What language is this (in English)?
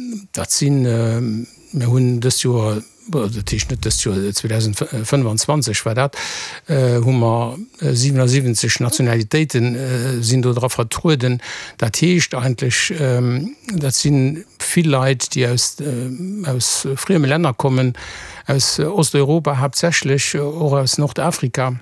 Luxembourgish